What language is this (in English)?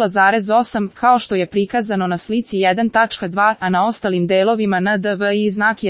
Serbian